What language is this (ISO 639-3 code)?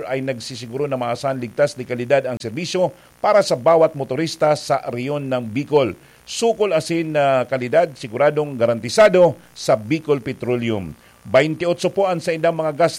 bik